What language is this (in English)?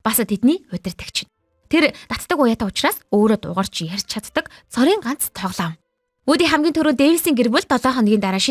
Mongolian